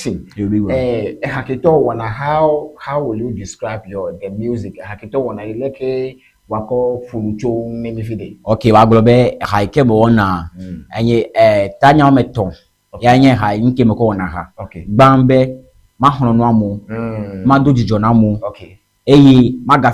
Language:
Ewe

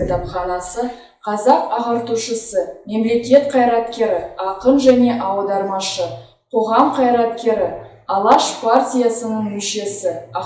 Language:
Kazakh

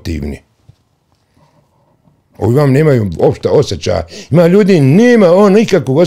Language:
Bosnian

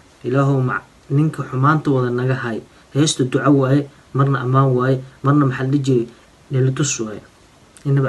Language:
Somali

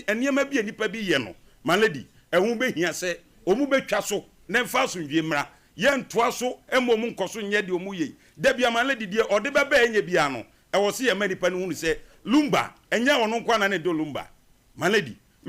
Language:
Akan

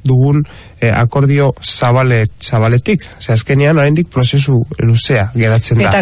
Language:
Basque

